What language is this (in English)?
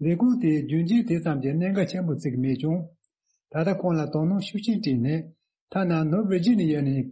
Tibetan